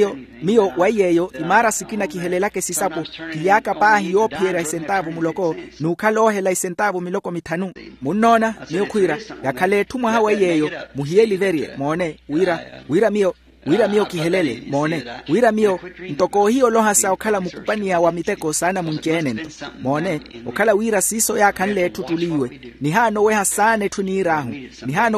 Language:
Makhuwa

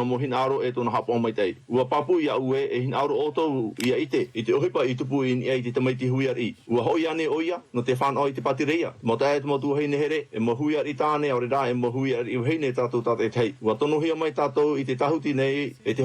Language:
Tahitian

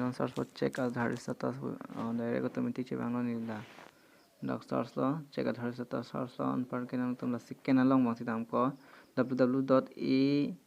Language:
Karbi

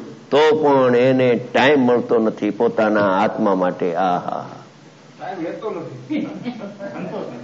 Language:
Gujarati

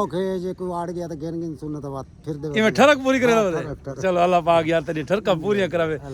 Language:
Saraiki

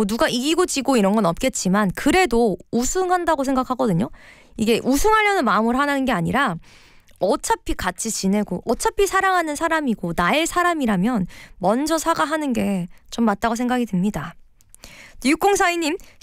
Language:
Korean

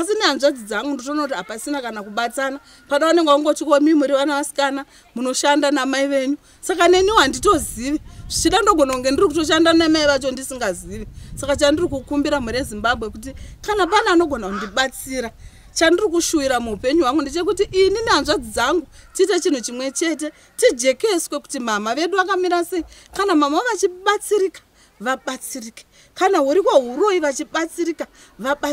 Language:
Shona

